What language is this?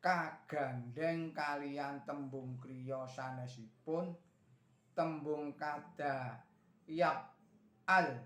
Javanese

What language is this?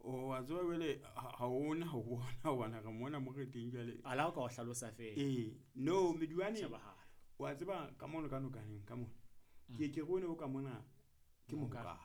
Southern Sotho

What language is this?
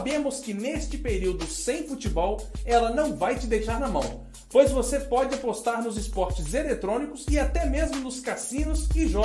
Portuguese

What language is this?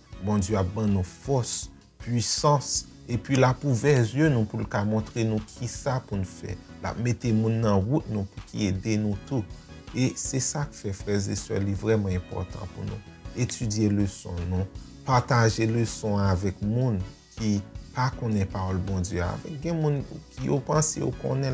Haitian Creole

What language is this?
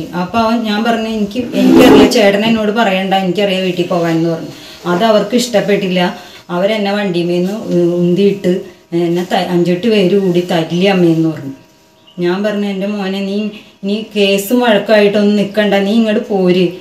Malayalam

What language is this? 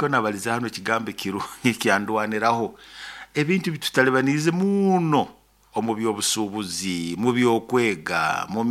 Nyoro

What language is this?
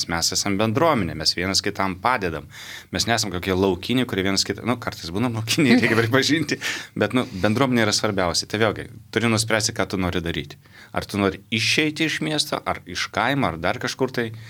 Lithuanian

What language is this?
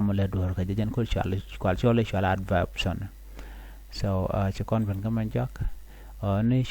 Nuer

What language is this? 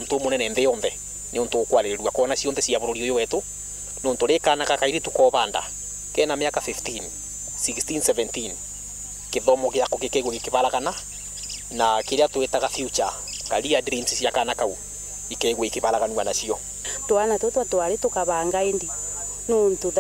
Meru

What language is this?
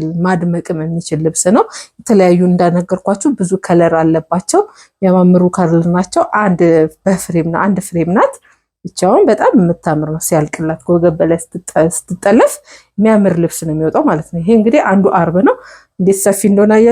Amharic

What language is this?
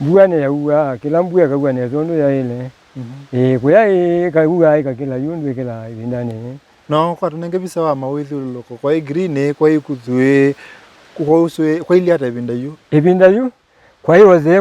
Kamba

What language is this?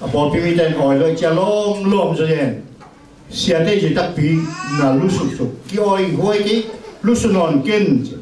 Tedim Chin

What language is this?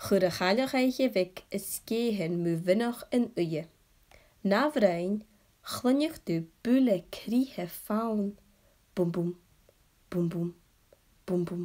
Scottish Gaelic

